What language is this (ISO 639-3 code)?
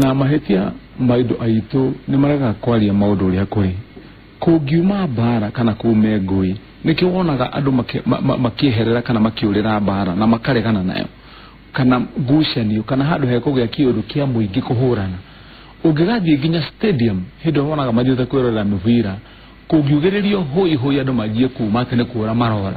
kik